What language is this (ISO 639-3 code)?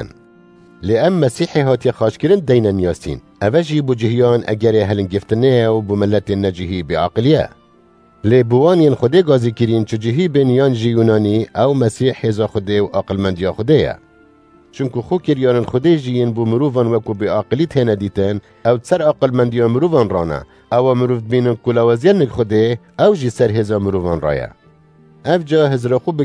kur